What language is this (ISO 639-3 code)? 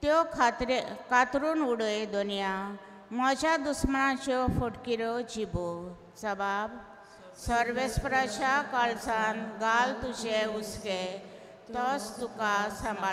kok